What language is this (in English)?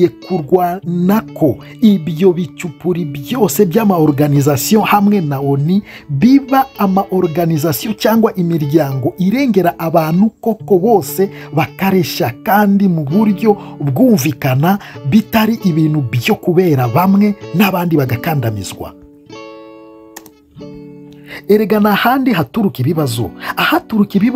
Kinyarwanda